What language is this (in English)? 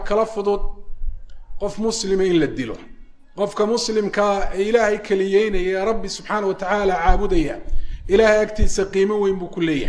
Somali